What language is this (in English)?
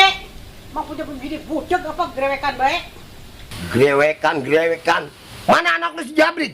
Betawi